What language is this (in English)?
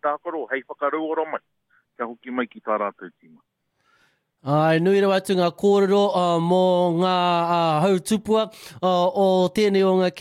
Māori